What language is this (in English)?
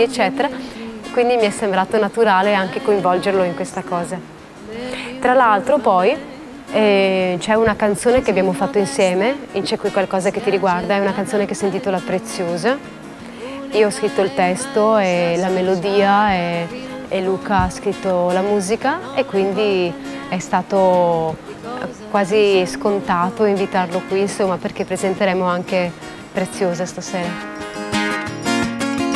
Italian